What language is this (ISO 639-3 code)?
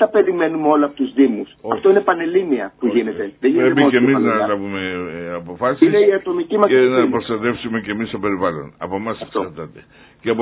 ell